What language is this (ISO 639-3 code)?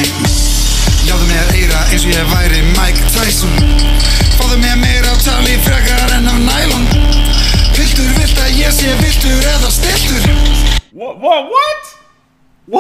isl